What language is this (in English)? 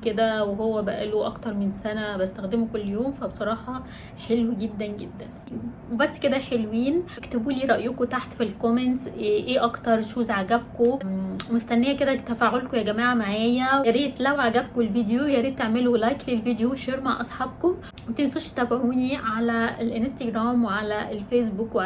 Egyptian Arabic